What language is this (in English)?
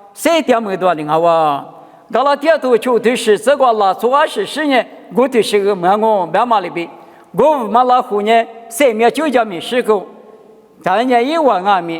Lisu